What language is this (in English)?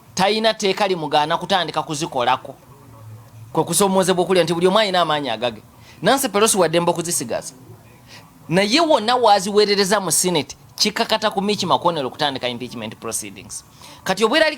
Ganda